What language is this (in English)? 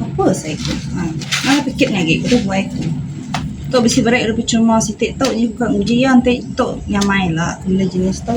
Iban